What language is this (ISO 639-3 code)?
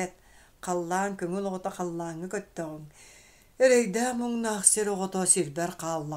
sah